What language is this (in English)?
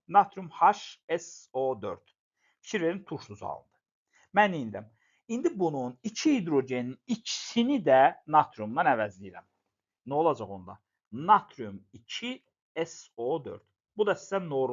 Azerbaijani